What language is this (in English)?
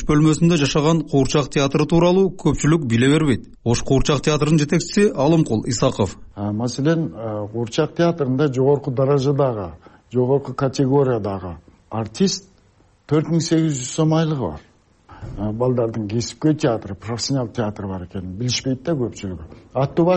Kyrgyz